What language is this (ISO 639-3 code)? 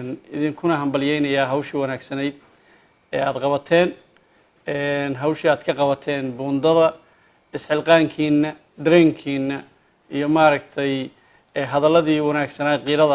som